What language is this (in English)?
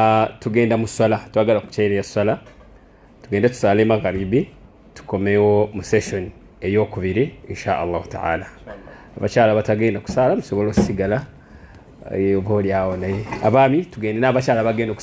Ganda